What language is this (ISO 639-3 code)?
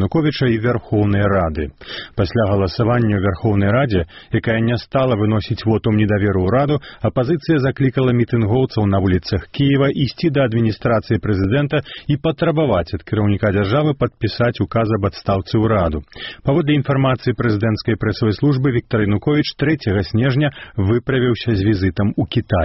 bel